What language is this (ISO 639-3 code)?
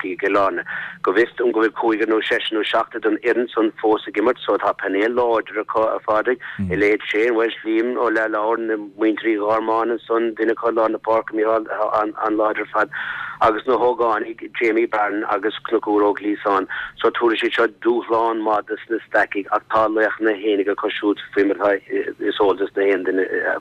gle